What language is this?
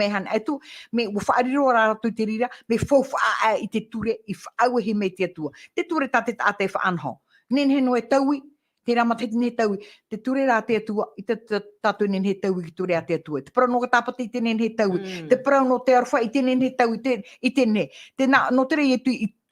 Tahitian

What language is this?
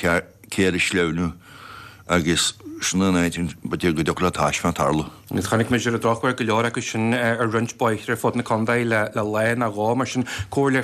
Irish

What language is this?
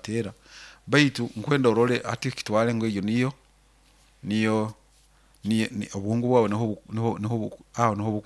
Nyoro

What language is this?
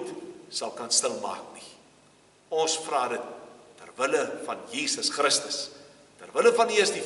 Afrikaans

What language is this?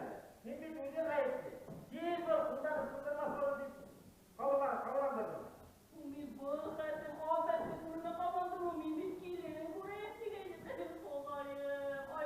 Bashkir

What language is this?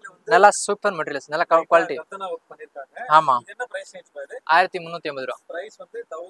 Tamil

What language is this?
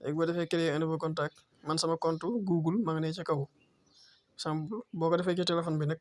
Wolof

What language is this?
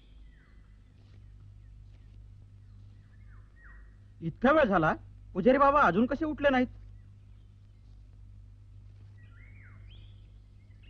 Marathi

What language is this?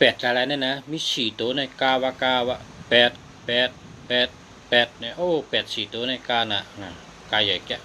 Shan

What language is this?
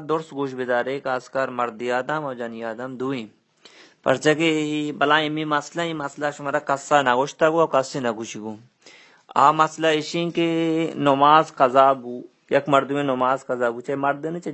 Baluchi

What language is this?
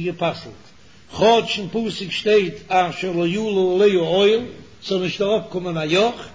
Yiddish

